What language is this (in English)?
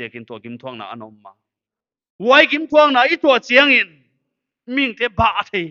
Paite Chin